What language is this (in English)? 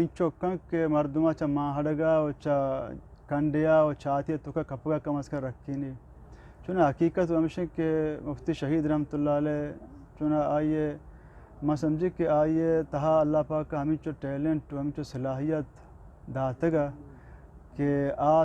Eastern Balochi